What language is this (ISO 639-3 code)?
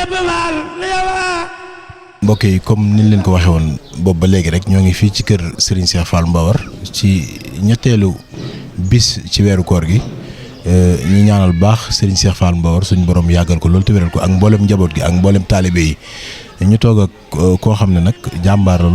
wol